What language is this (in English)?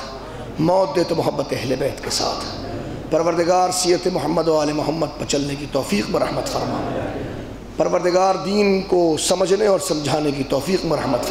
Urdu